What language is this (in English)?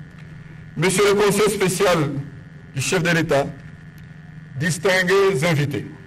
French